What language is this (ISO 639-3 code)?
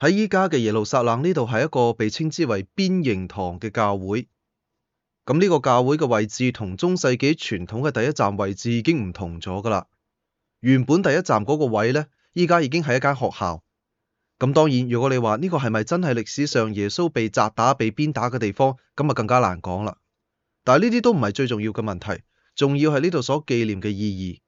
yue